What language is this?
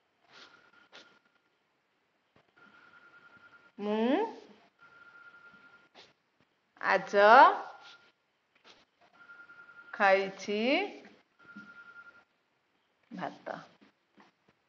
Odia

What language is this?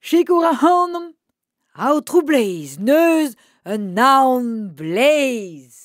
Breton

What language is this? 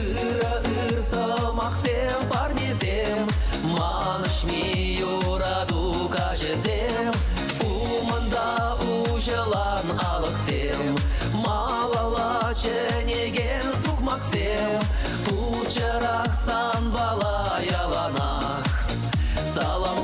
Chuvash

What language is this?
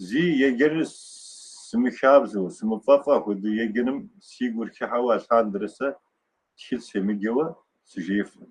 Kabardian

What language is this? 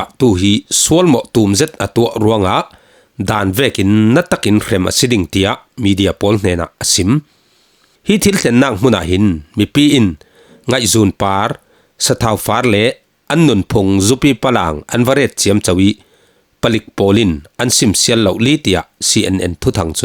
Falam Chin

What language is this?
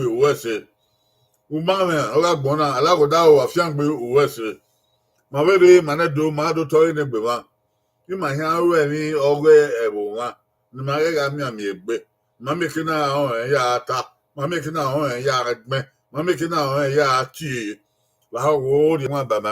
Bini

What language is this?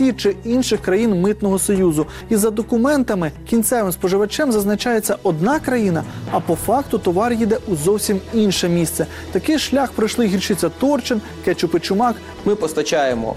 Ukrainian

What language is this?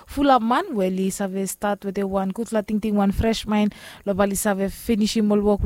Bislama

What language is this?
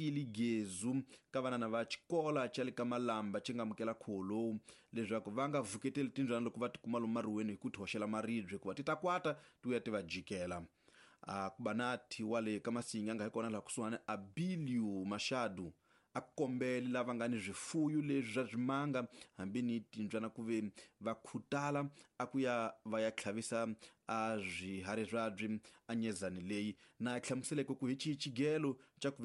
Tsonga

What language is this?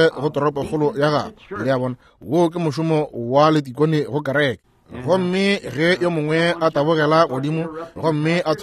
Northern Sotho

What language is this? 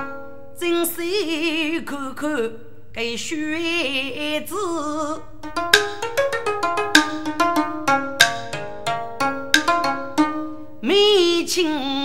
Chinese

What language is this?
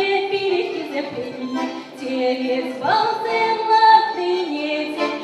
Chuvash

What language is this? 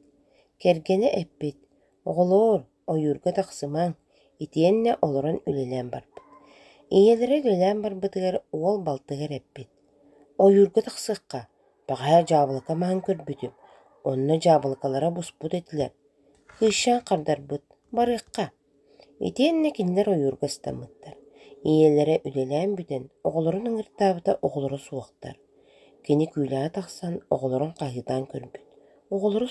Yakut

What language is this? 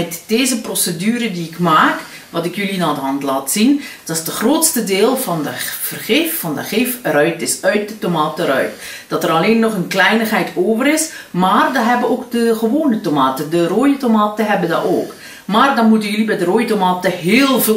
Dutch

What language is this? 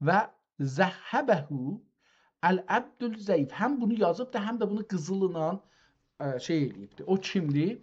South Azerbaijani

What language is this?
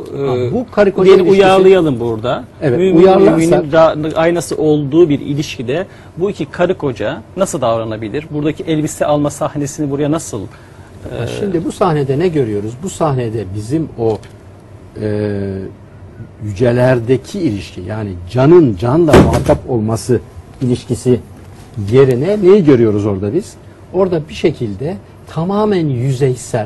Turkish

